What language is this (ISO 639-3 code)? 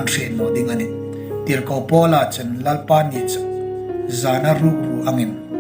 hmr